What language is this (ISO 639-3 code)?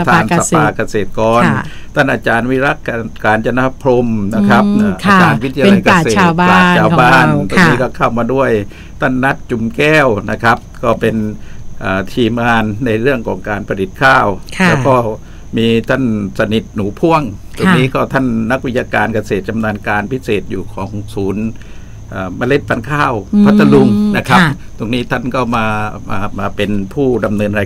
tha